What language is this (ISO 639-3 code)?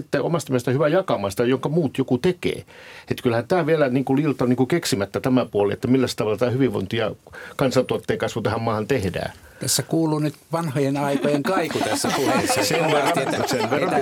fin